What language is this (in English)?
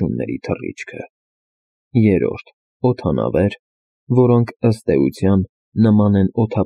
Armenian